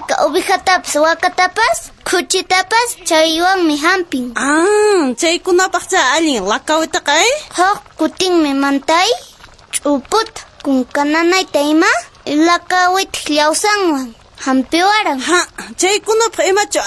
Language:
Quechua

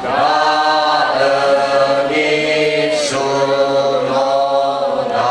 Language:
Nias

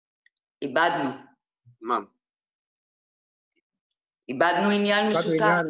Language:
Hebrew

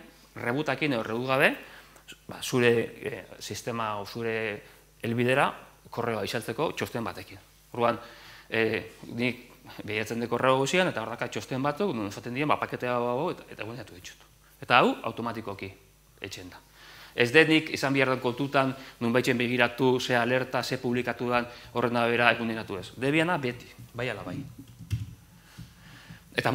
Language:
Basque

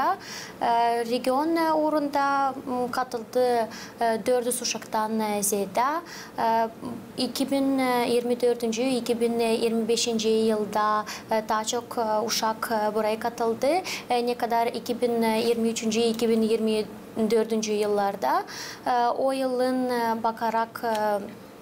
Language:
Gagauz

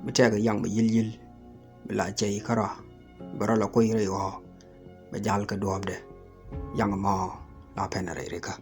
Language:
Nuer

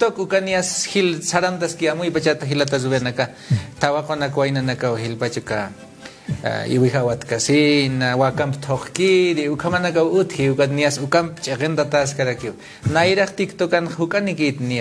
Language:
Aymara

